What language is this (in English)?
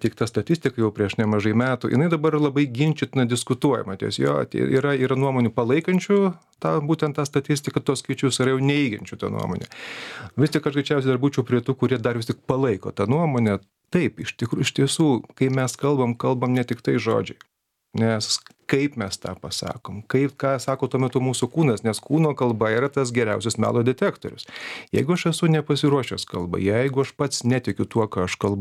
Lithuanian